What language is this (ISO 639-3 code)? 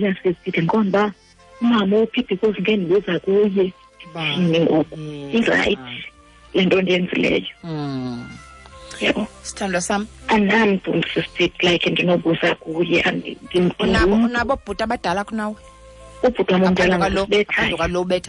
xho